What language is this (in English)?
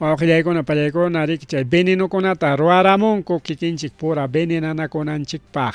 Ayacucho Quechua